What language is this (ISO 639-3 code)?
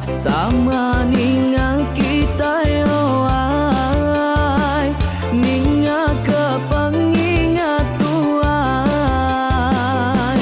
iba